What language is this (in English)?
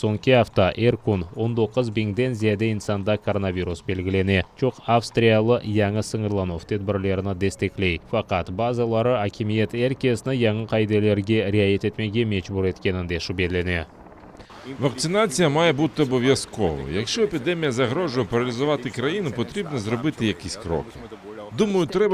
Crimean Tatar